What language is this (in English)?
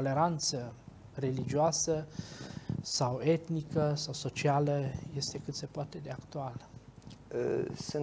Romanian